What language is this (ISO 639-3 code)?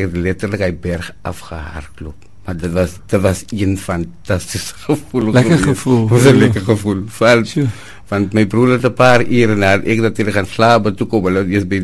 afr